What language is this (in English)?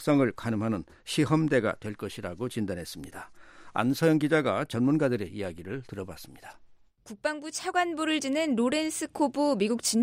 Korean